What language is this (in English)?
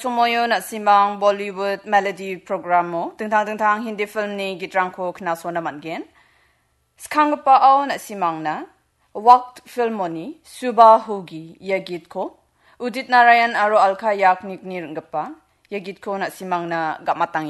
Garo